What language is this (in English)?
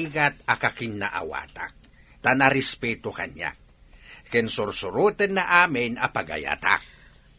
Iloko